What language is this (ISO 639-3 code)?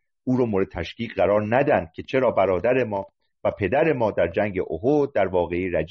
fas